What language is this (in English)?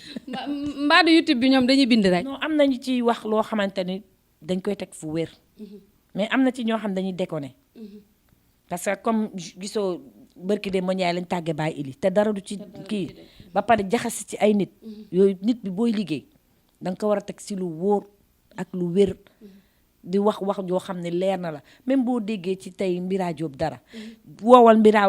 Wolof